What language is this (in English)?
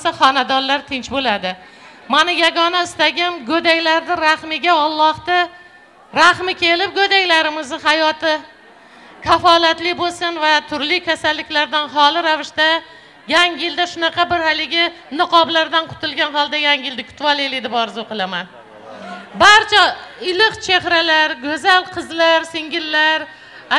Uzbek